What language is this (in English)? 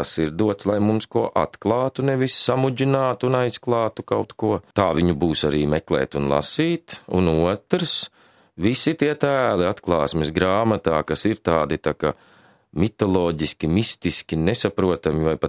Latvian